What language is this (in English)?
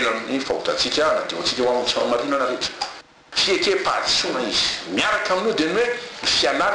Malagasy